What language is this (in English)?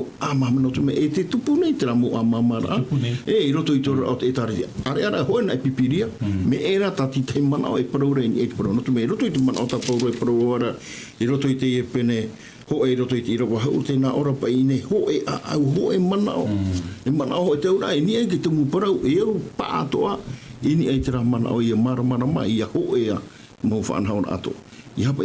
Tahitian